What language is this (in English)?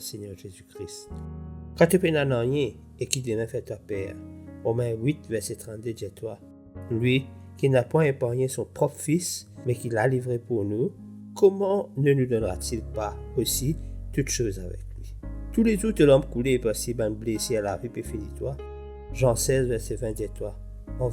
Morisyen